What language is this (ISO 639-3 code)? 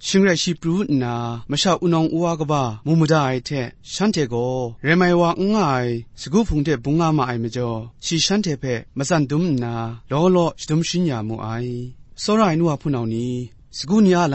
kac